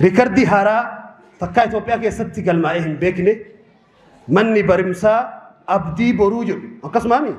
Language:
Oromo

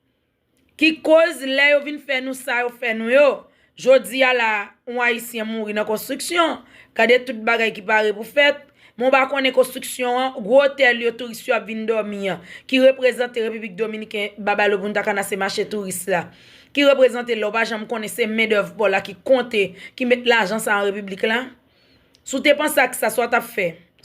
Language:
Haitian Creole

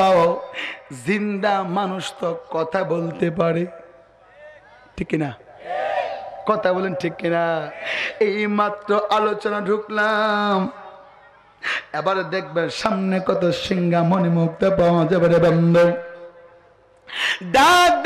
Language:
Bangla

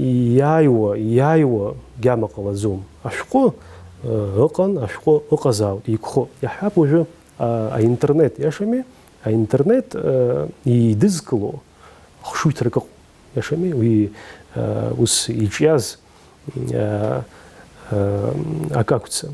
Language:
Abkhazian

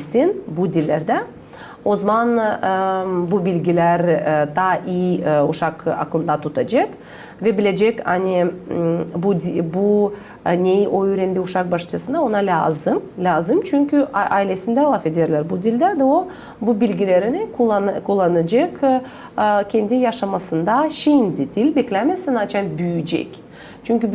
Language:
Gagauz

